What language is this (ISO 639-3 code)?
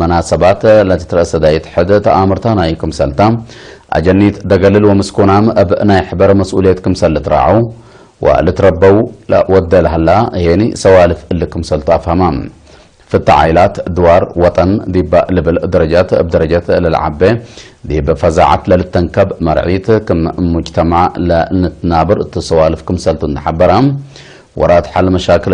tig